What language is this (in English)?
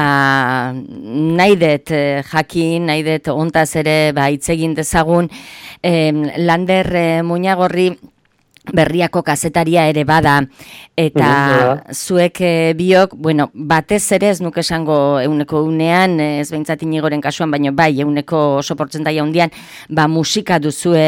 Basque